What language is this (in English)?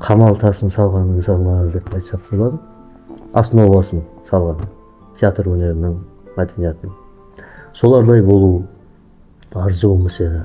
Kara-Kalpak